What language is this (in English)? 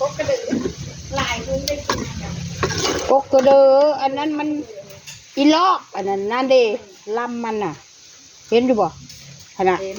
Northeastern Thai